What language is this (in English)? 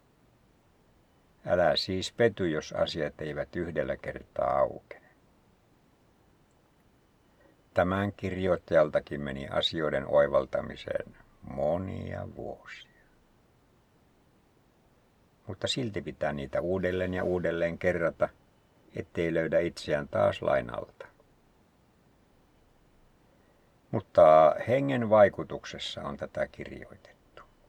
Finnish